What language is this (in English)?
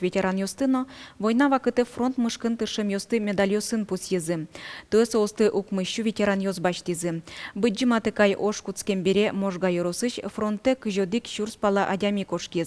Udmurt